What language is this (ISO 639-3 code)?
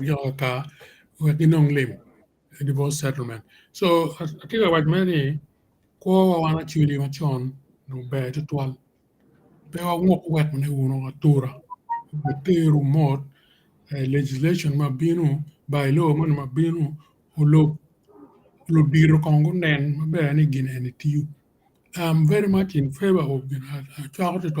ach